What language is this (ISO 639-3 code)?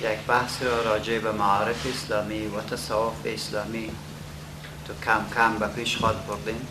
fas